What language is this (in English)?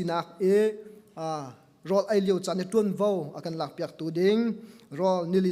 Hakha Chin